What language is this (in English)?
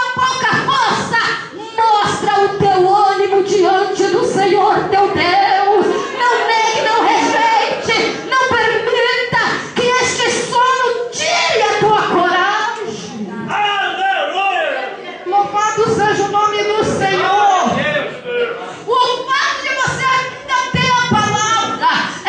Portuguese